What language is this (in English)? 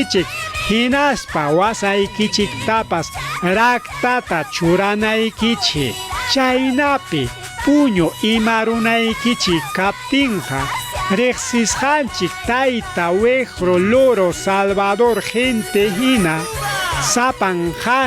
Ayacucho Quechua